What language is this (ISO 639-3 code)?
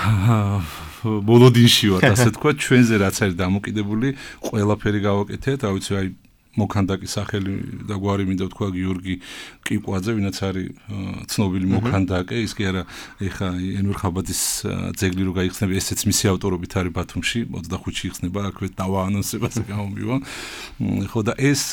kat